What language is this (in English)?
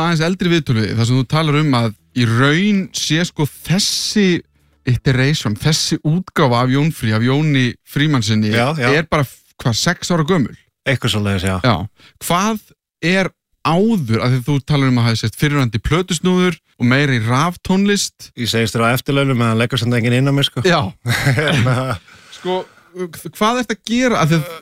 Icelandic